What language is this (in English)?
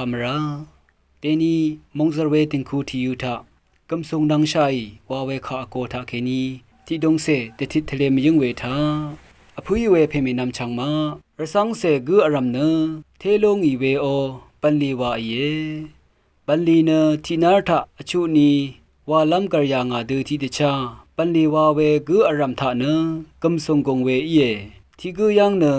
Rawang